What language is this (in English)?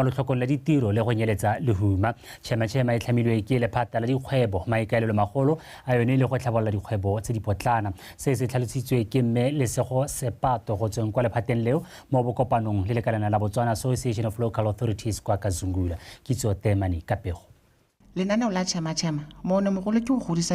Tswana